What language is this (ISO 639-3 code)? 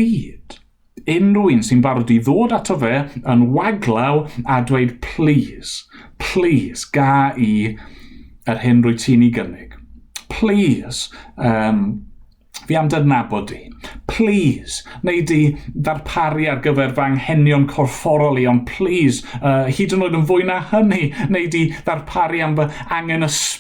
cym